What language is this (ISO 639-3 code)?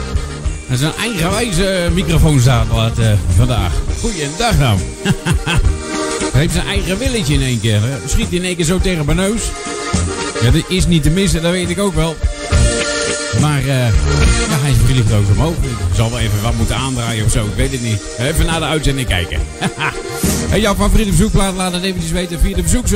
nld